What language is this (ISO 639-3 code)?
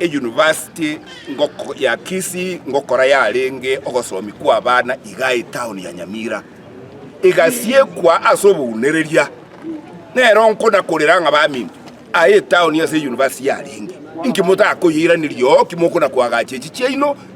guz